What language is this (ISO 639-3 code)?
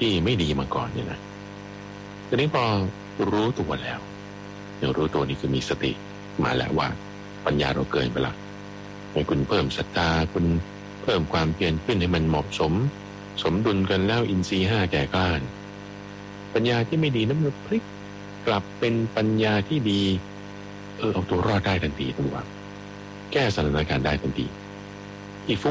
tha